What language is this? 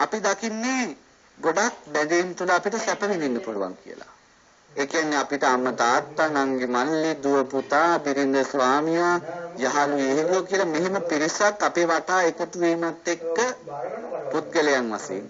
Sinhala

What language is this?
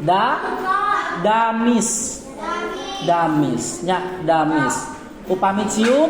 Sundanese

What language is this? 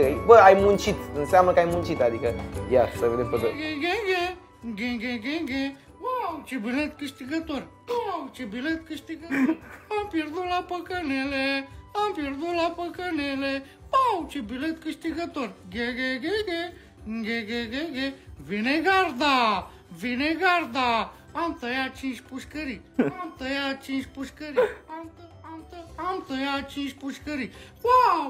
Romanian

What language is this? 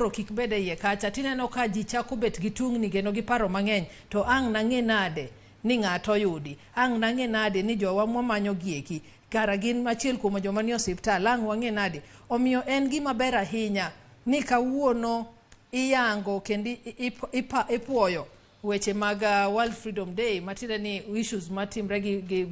Luo (Kenya and Tanzania)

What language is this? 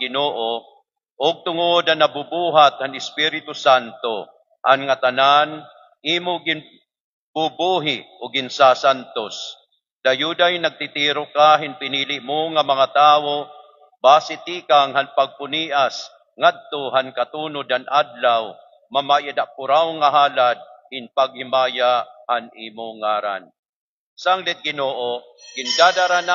Waray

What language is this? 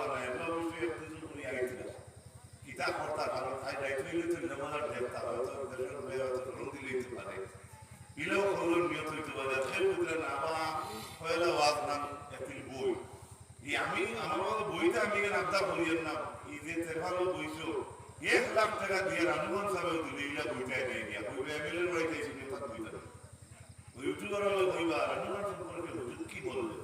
Sylheti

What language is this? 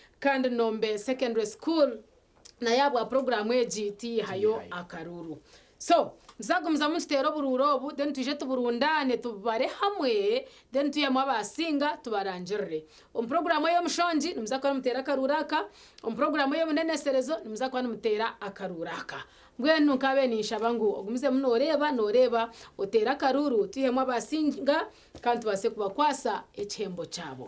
Nyankole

